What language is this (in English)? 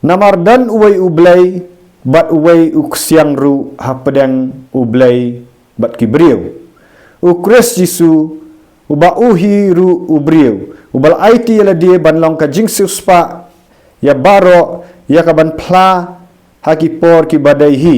Khasi